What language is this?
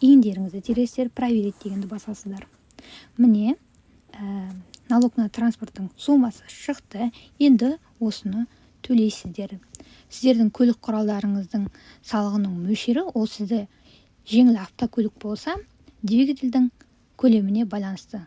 Kazakh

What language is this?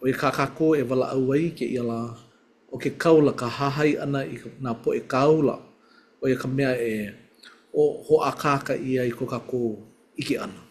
Hawaiian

